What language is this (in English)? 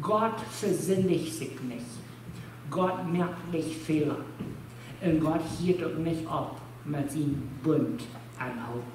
Plautdietsch